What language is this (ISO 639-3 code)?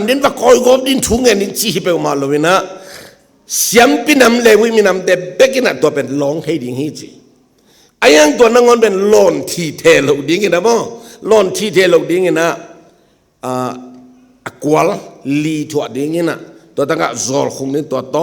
ctd